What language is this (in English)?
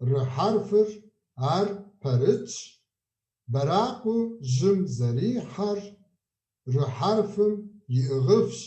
Kabardian